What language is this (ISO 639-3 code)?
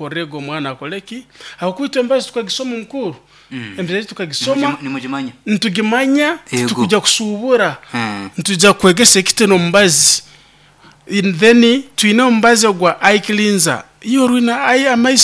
nyo